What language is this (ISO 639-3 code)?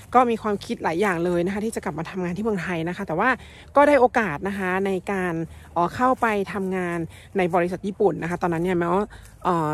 tha